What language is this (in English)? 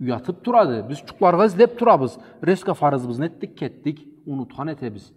Karachay-Balkar